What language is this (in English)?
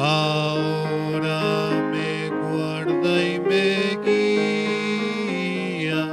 Aymara